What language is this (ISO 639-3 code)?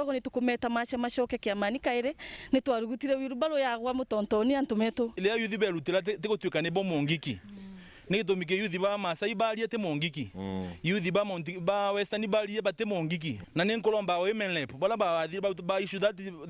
mer